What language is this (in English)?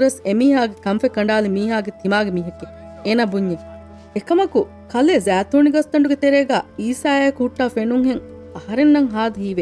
Divehi